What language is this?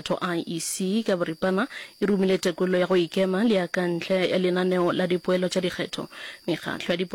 Northern Sotho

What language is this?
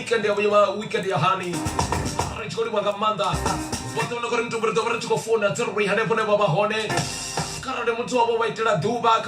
Venda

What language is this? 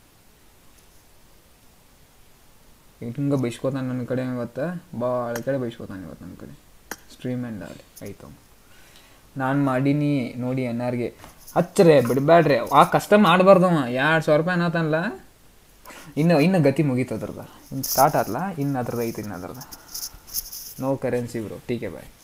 Kannada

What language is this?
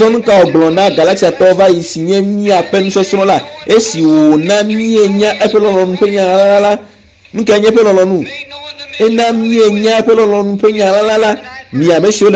Ewe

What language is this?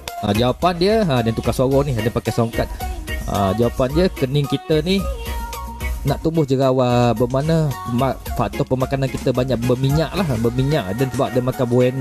Malay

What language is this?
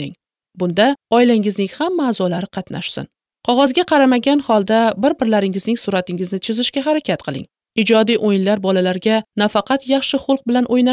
Uzbek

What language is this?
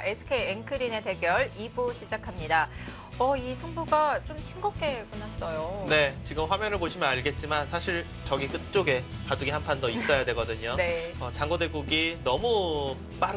Korean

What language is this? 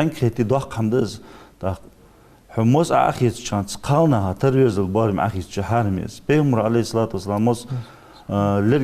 Ingush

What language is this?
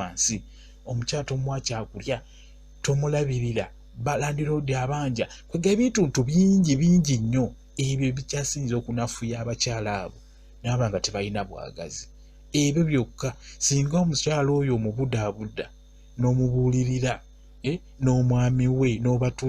Ganda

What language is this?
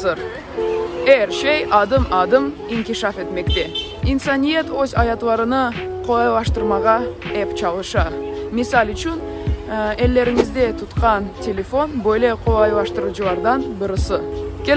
Crimean Tatar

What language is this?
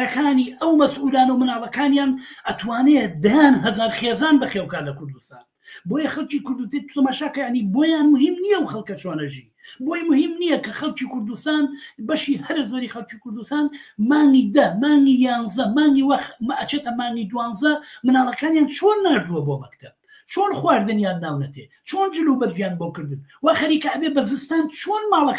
Central Kurdish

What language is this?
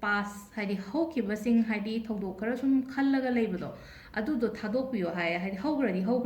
Manipuri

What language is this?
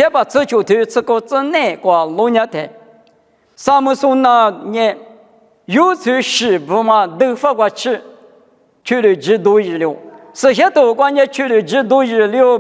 Lisu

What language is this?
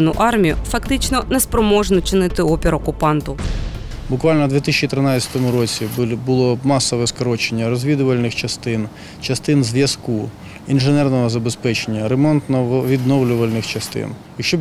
Ukrainian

